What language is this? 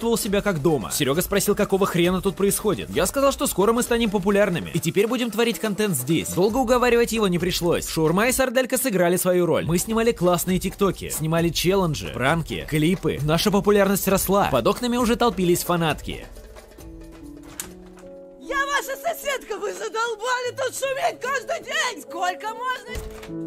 Russian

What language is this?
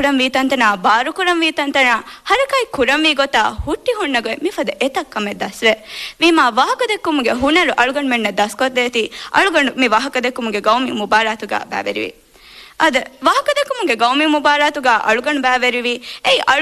Divehi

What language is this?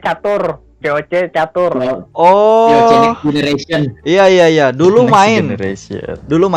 Banjar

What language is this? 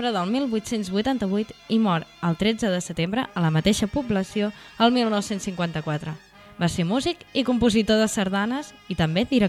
Catalan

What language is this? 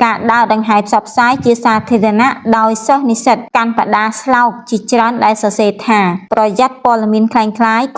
Khmer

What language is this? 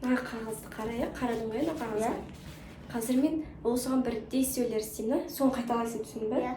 Kazakh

